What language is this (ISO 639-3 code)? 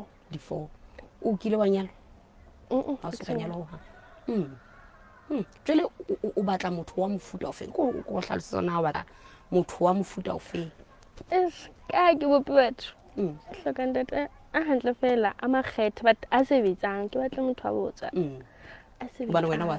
sot